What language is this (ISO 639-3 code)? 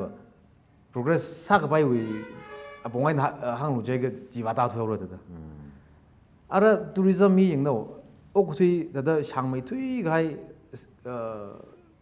nmf